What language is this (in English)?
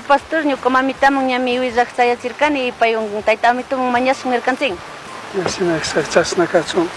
Chimborazo Highland Quichua